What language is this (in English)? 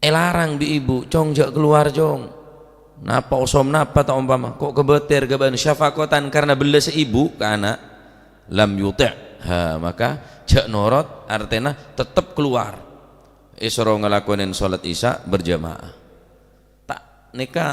Madurese